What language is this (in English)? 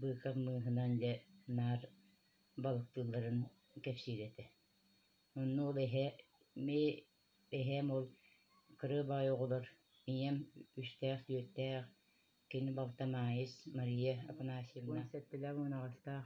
Yakut